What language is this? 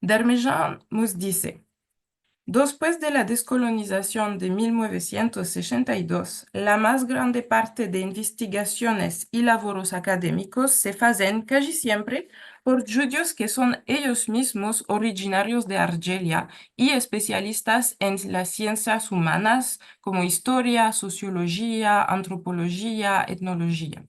Ladino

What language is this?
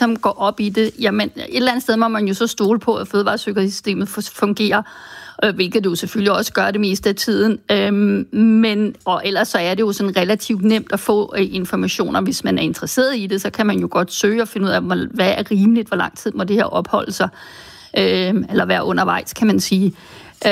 Danish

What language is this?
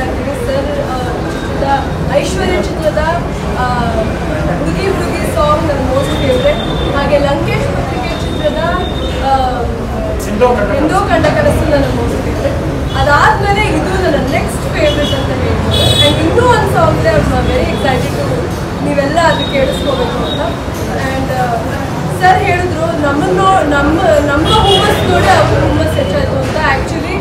Kannada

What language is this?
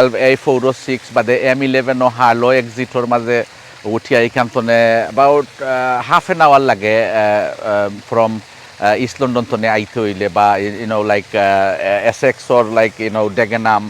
Sylheti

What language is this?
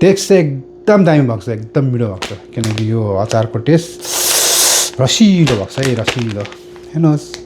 Nepali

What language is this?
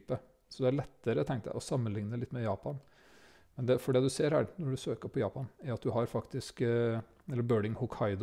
Norwegian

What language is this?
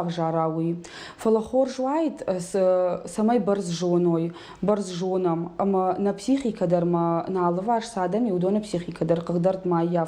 Ossetic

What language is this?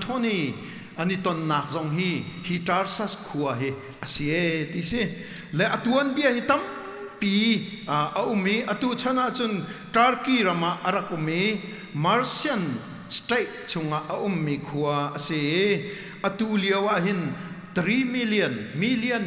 Hakha Chin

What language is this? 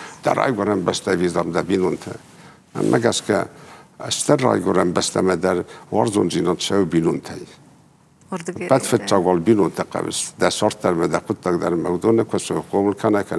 Ossetic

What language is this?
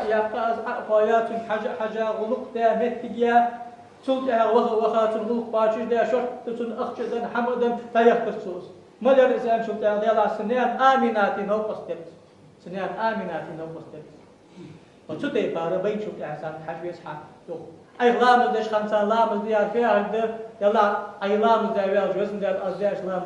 Ingush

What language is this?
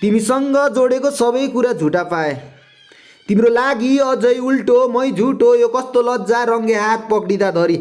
Nepali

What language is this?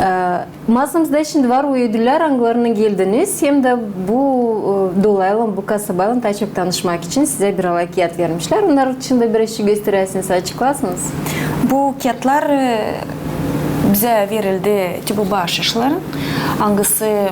Gagauz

